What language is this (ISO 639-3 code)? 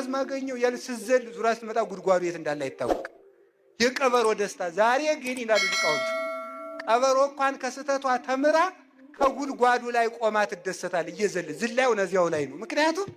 amh